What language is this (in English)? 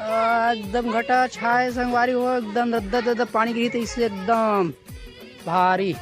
Chhattisgarhi